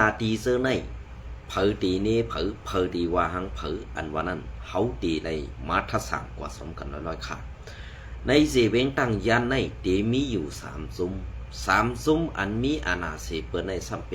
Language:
Shan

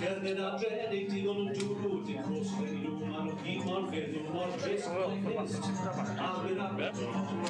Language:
Welsh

